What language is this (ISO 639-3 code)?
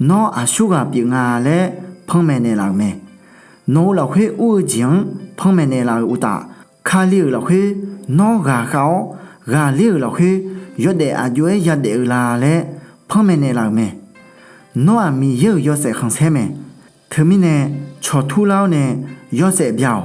ahk